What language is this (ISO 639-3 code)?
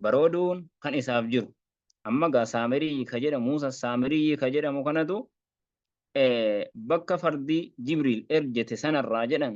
orm